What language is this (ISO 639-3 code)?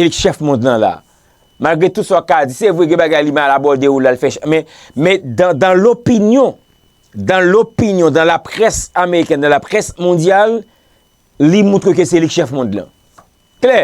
hat